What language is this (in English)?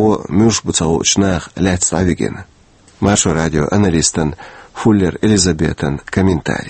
Chechen